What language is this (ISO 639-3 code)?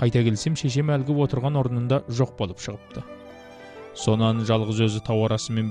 kaz